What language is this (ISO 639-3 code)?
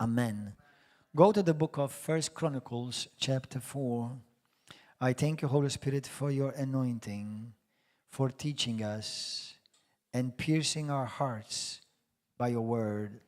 eng